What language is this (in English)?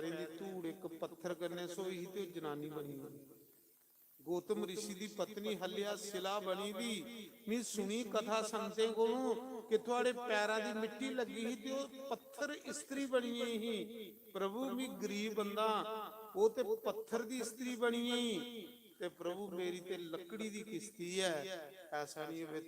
Dogri